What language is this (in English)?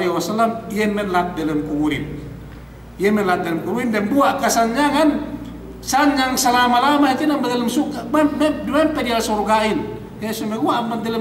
Yakan